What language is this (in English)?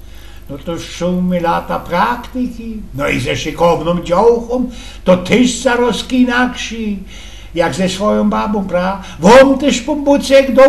Silesian